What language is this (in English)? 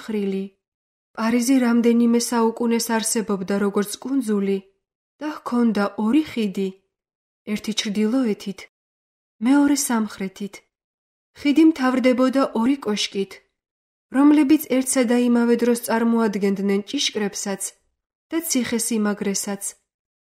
Georgian